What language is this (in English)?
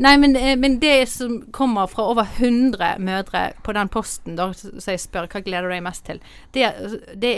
Norwegian